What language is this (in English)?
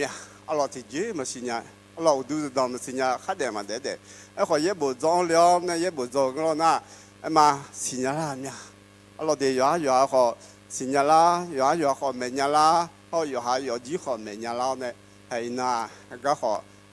Akha